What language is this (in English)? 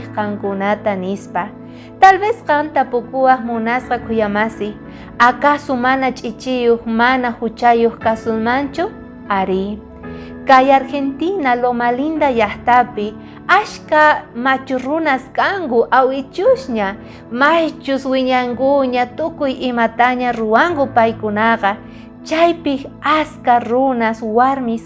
South Bolivian Quechua